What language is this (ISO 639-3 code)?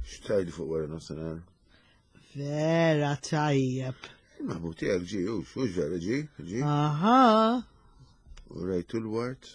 mlt